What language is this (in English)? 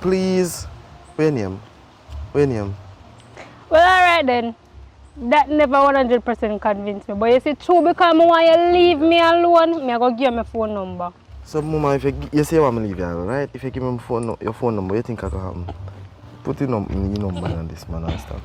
Jamaican Creole English